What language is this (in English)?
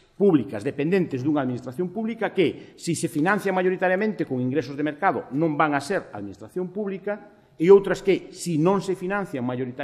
Galician